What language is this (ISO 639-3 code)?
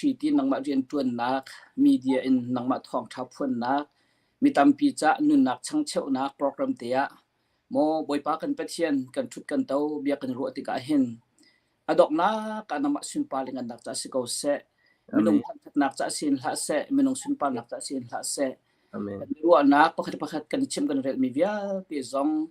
cnh